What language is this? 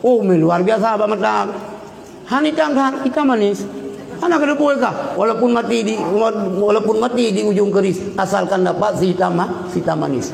Achinese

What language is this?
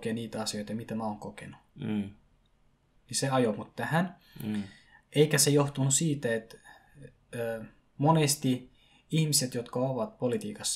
Finnish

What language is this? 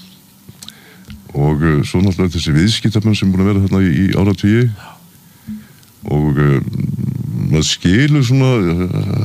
Icelandic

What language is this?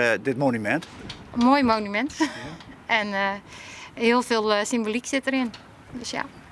Western Frisian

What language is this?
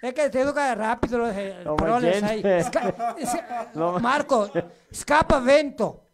Venetian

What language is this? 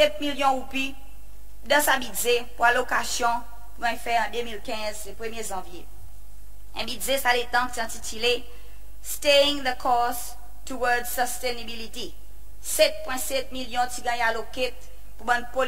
Seselwa Creole French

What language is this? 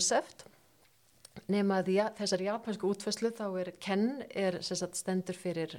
Icelandic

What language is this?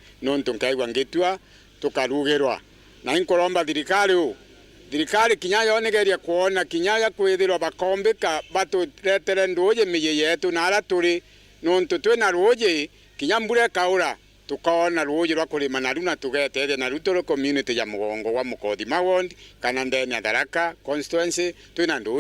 Meru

